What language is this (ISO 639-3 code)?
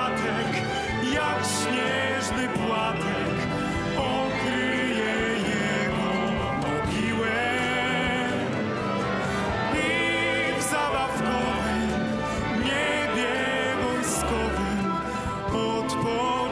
pol